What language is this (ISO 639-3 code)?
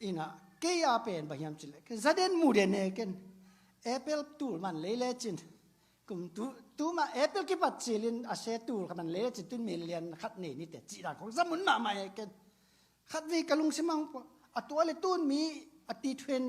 ctd